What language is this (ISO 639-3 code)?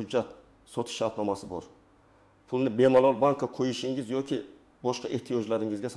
uzb